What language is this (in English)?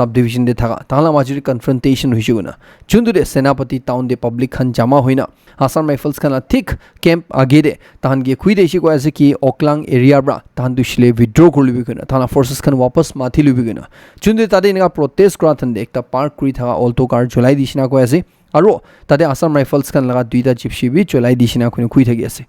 Naga Pidgin